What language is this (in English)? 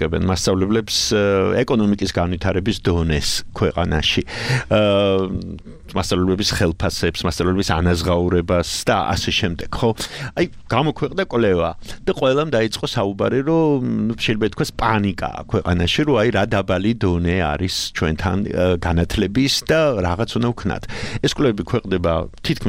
Georgian